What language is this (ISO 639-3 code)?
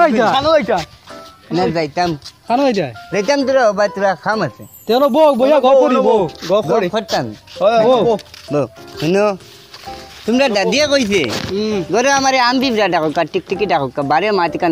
syl